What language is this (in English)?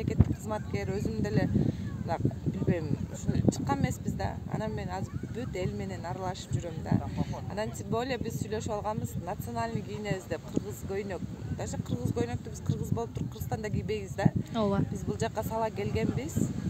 Kyrgyz